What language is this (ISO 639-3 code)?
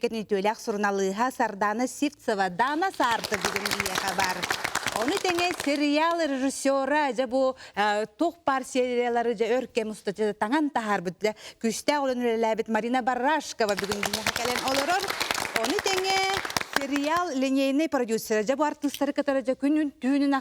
sah